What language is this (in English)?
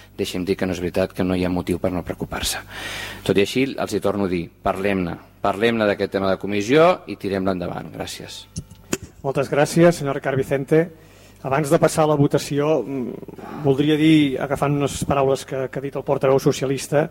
Catalan